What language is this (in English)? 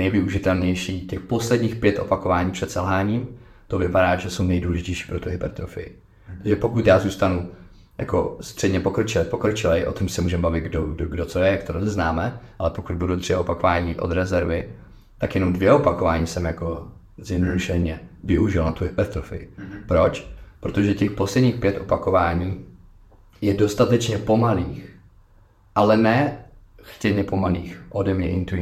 Czech